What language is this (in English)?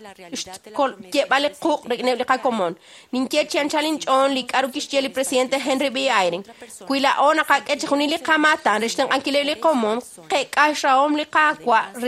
Kekchí